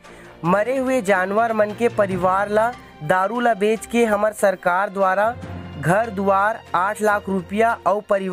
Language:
Chhattisgarhi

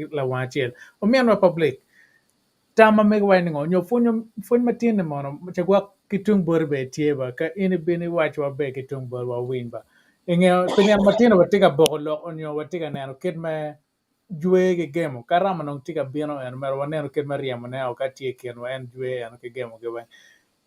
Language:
Acoli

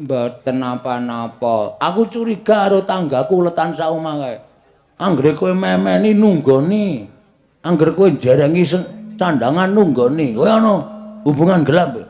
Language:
Javanese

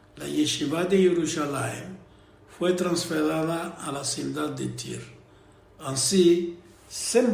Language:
Ladino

